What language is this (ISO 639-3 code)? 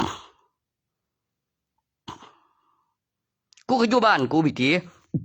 tts